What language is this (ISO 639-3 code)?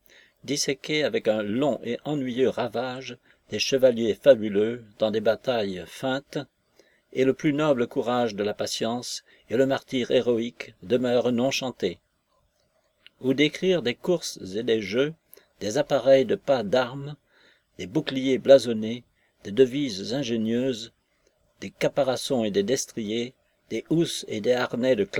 fra